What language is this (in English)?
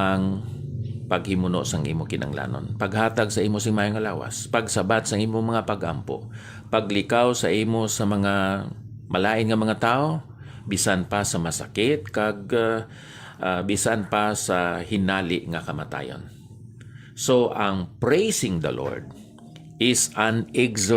Hiligaynon